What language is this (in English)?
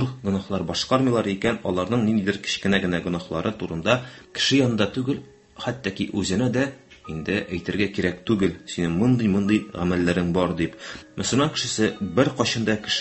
Tatar